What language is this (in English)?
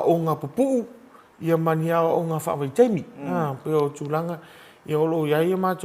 Samoan